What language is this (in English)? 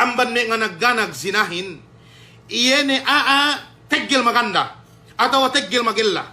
Yakan